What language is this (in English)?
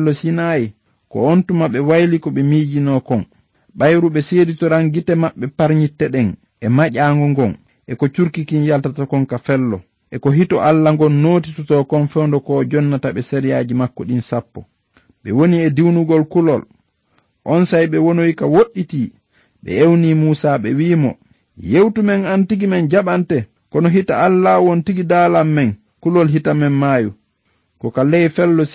Fula